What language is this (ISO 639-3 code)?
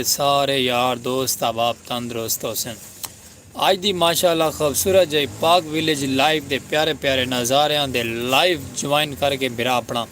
skr